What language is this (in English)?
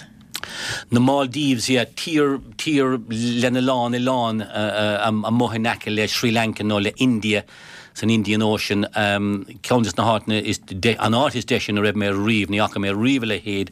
Irish